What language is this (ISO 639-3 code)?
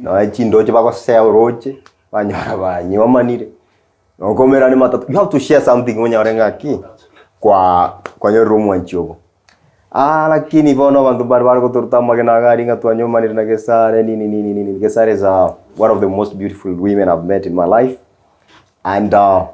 guz